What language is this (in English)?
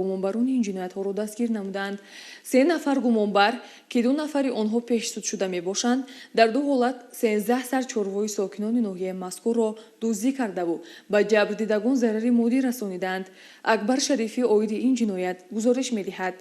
Tajik